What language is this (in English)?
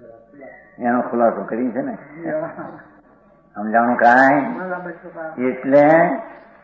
Gujarati